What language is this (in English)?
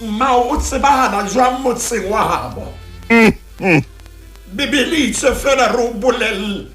Southern Sotho